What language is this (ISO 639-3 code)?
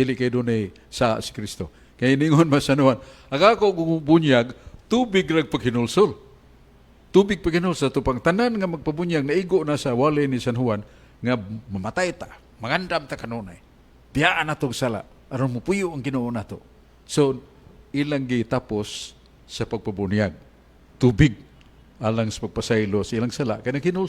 ceb